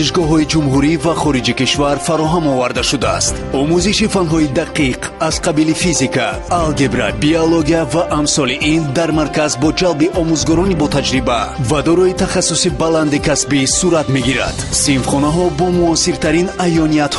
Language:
Tajik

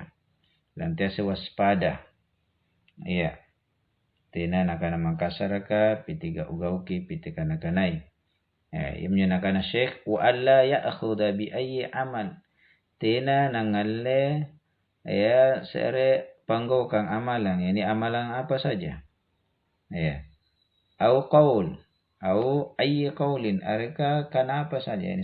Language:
Makasar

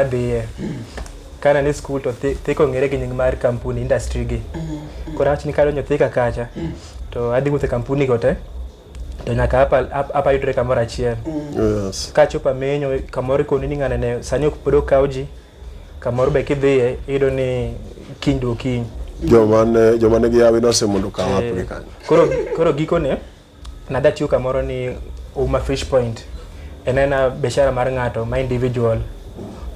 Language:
Luo (Kenya and Tanzania)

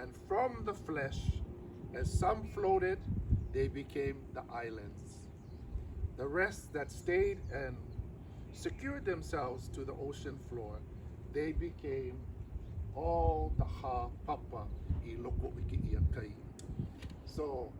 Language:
Hawaiian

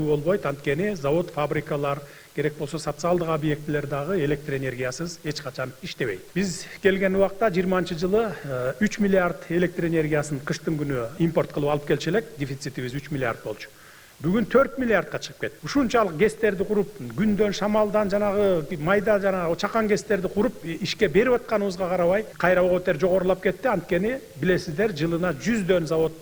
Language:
Kyrgyz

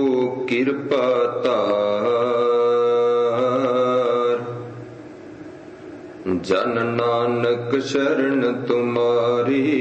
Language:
Punjabi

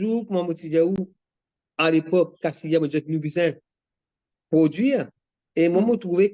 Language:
Morisyen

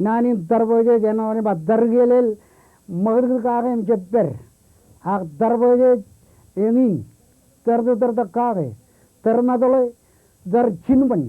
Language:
Marshallese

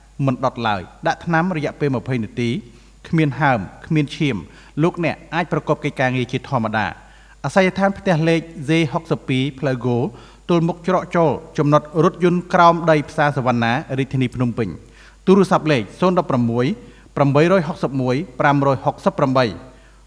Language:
Khmer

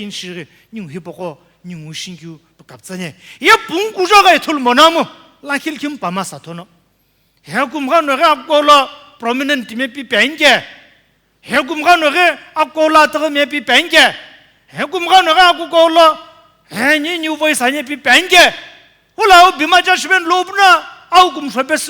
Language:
Sumi Naga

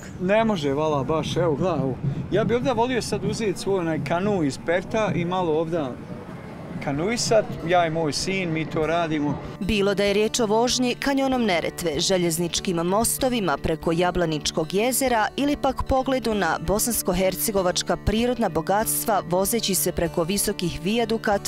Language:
Bosnian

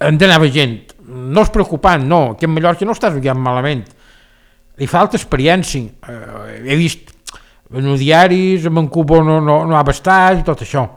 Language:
Catalan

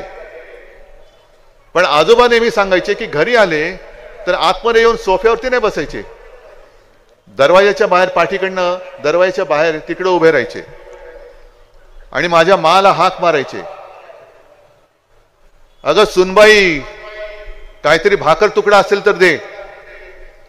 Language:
Marathi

